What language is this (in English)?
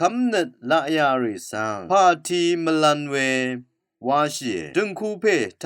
Rawang